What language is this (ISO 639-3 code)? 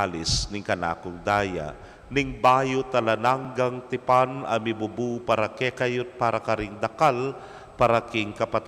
pam